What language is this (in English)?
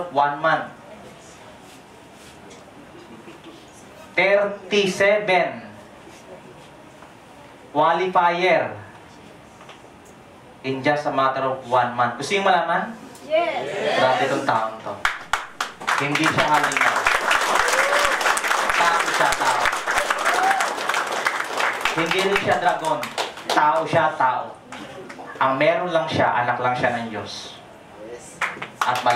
Filipino